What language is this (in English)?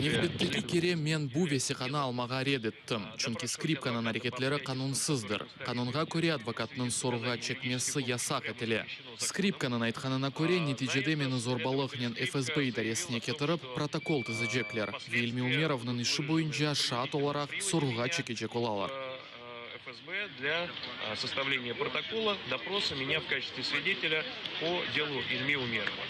Crimean Tatar